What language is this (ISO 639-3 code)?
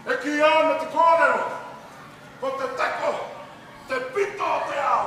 mri